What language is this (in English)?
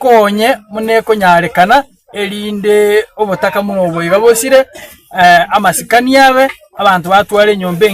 Gusii